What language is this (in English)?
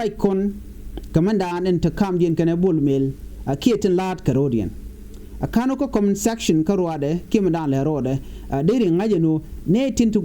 Nuer